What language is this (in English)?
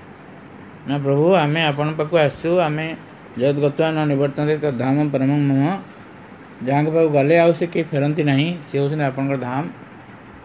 Odia